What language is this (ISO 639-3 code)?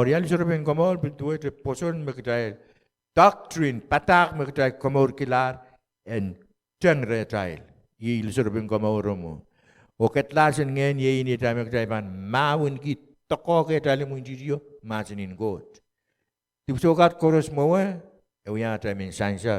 pon